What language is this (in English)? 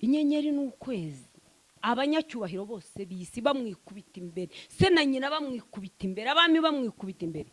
Kinyarwanda